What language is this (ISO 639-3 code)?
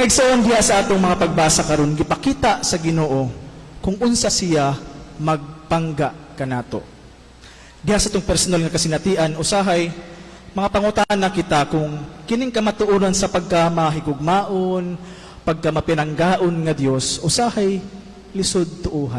ceb